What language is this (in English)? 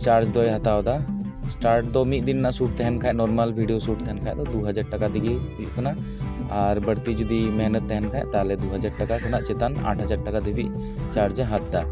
Santali